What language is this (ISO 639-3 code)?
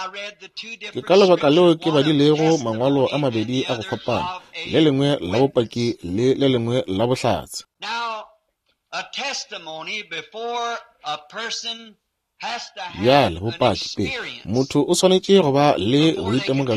nso